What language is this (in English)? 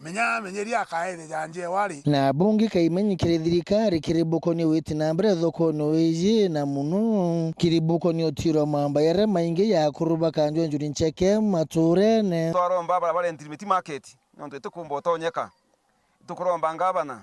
Meru